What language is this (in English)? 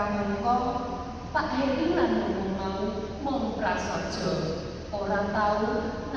Javanese